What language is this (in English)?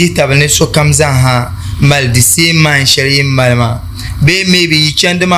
Dagbani